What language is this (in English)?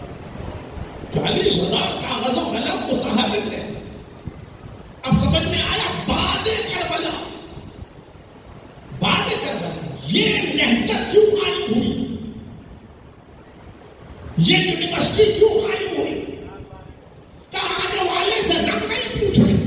Urdu